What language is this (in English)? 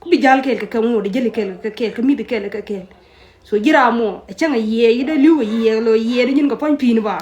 Nuer